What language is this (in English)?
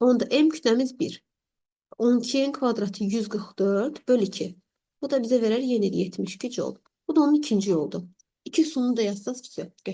Azerbaijani